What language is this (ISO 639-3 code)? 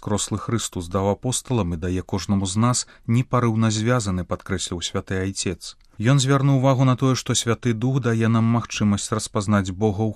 bel